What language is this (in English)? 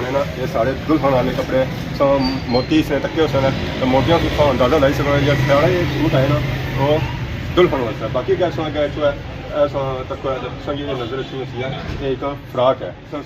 Pahari-Potwari